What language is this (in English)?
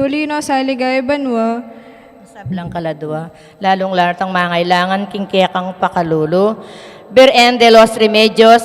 Pampanga